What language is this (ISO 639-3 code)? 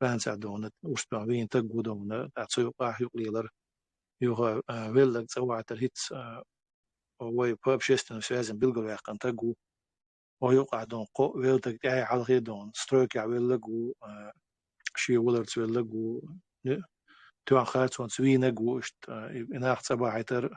che